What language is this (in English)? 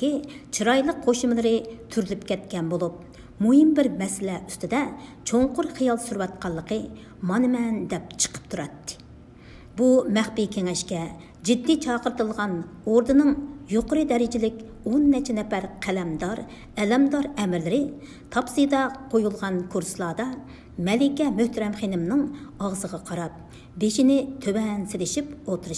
Uyghur